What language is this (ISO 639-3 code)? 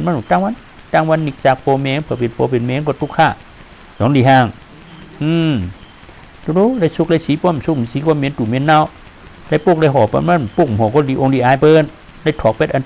shn